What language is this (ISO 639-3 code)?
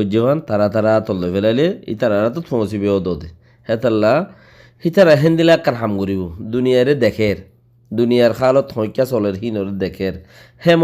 rhg